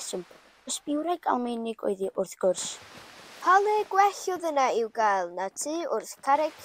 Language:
Welsh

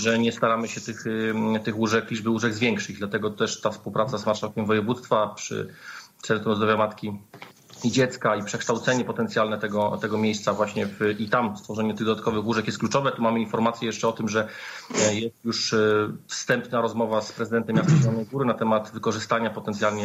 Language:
Polish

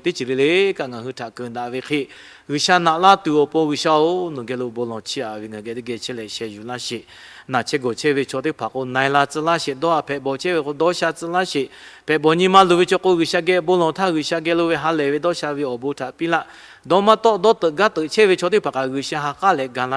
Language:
Lahu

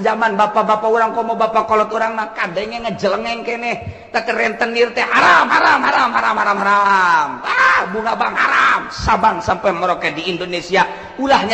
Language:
Sundanese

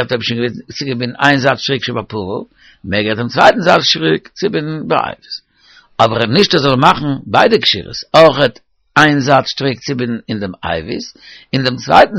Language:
Yiddish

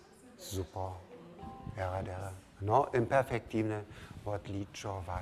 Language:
Upper Sorbian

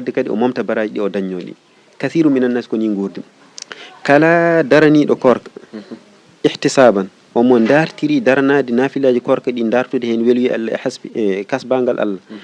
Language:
Fula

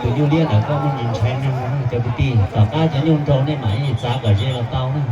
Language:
Hmong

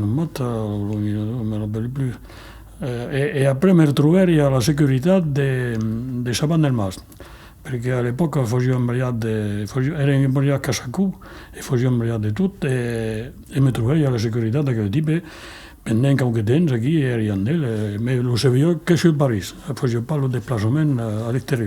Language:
Occitan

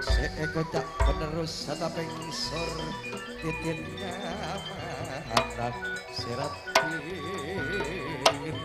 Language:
Madurese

